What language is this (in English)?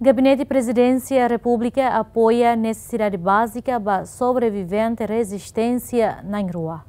Tetum